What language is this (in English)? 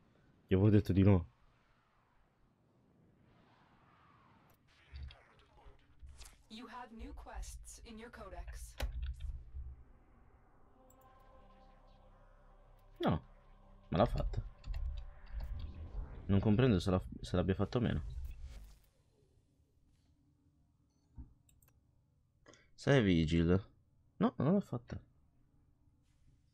Italian